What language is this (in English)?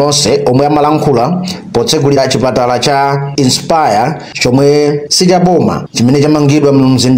Nyanja